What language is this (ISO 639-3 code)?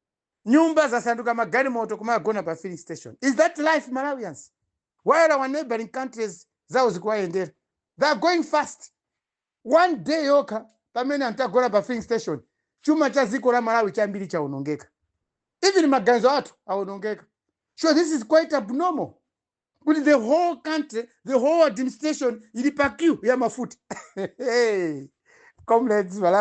nya